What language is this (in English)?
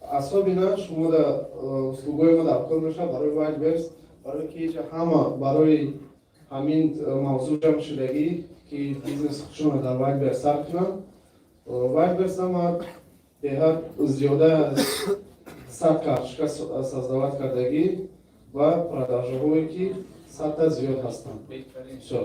Tajik